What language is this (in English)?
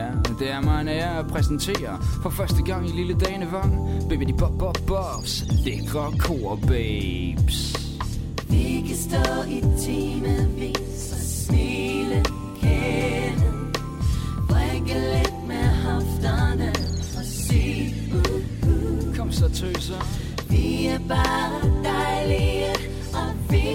Danish